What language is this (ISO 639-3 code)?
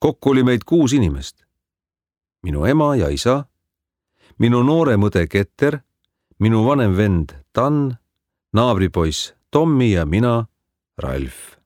est